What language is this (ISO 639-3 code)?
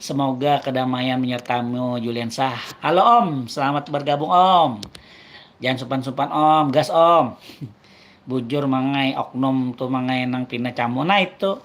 bjn